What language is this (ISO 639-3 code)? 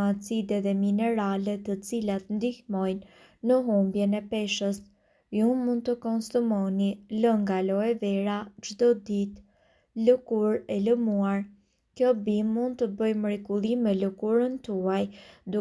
sqi